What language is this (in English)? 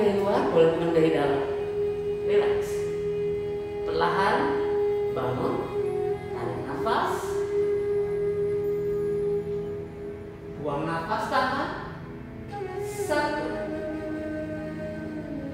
Indonesian